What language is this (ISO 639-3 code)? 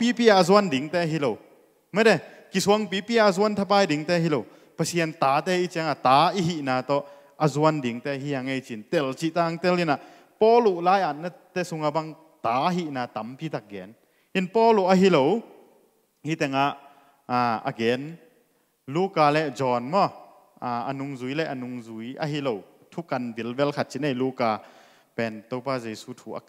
ctd